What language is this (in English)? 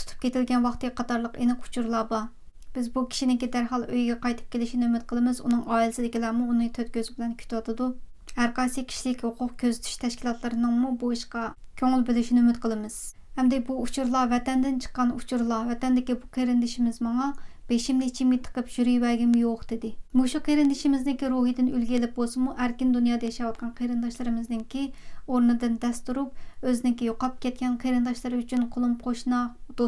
Uyghur